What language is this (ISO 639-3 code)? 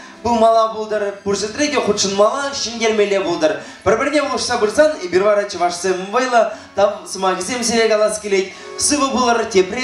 chv